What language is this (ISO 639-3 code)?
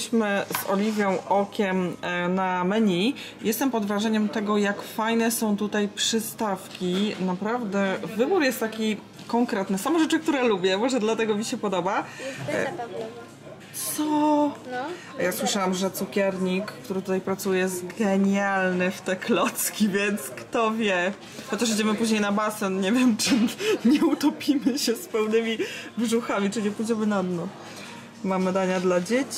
pol